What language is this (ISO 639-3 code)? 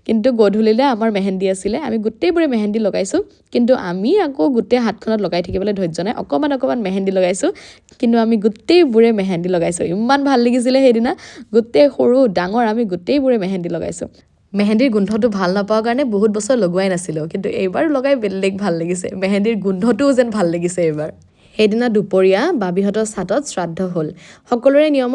asm